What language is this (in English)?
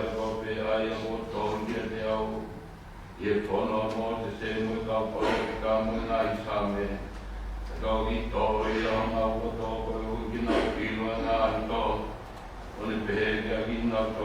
Tongan